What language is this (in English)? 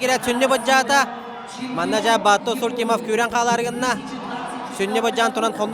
Yakut